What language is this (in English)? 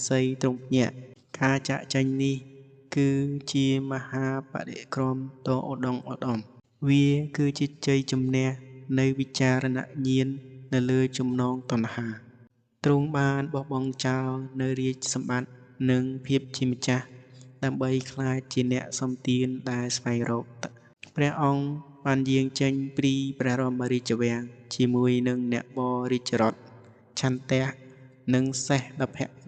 Khmer